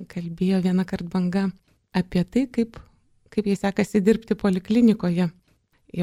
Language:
Lithuanian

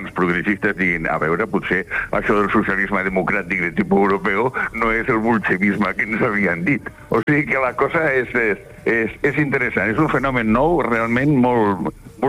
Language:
Catalan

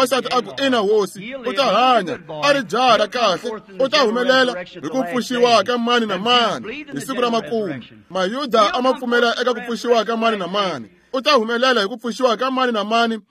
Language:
Tsonga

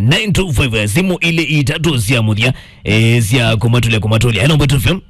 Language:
Kamba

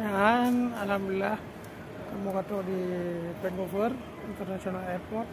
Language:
Achinese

